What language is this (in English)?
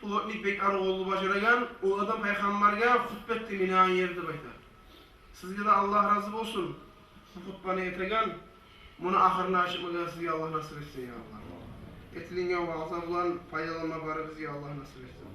Kumyk